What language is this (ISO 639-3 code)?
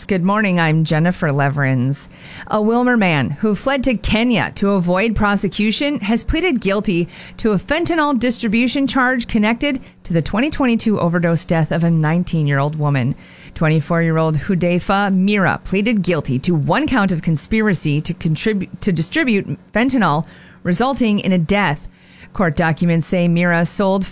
eng